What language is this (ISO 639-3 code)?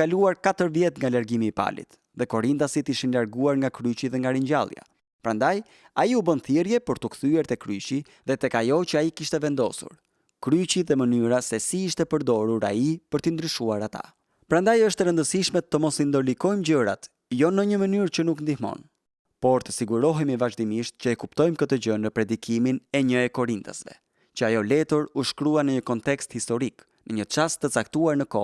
sqi